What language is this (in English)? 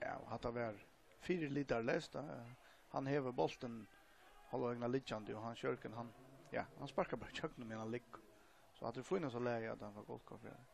Faroese